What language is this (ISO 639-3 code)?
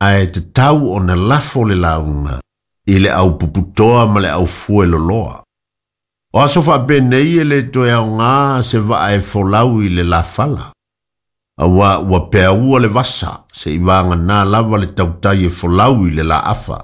smo